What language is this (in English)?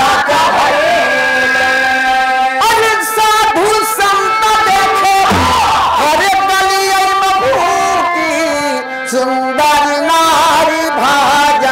Bhojpuri